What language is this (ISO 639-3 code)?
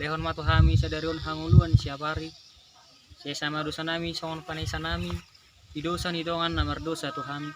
bbc